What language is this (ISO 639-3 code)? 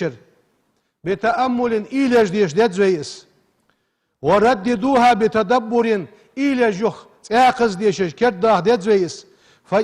inh